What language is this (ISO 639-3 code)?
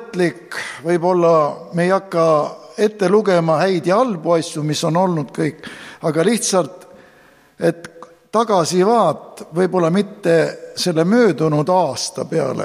est